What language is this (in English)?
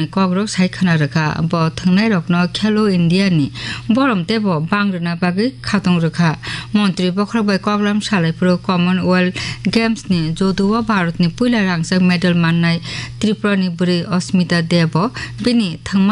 Kok Borok